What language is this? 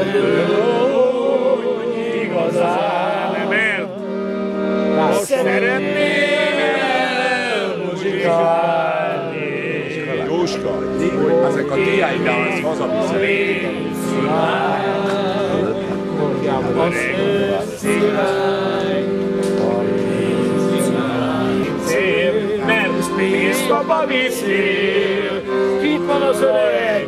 Hungarian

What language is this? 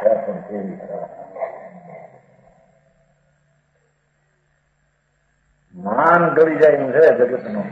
Gujarati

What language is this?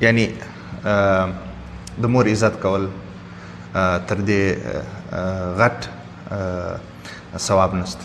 Pashto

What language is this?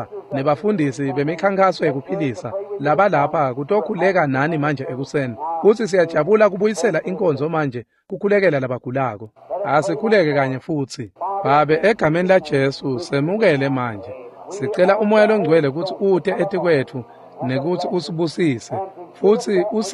Swati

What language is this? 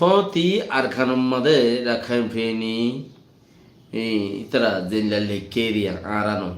Rohingya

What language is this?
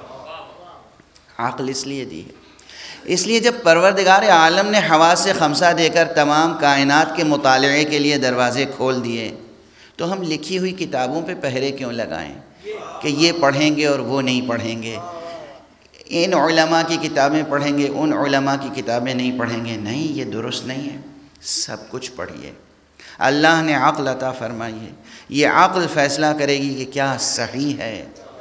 Urdu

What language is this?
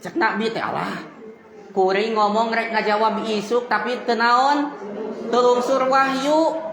Sundanese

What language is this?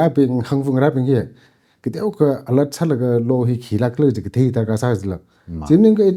Tangkhul Naga (India)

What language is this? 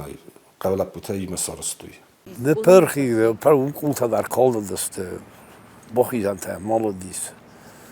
Ossetic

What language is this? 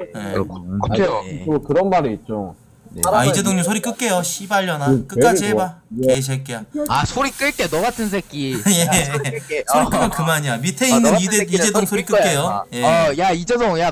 Korean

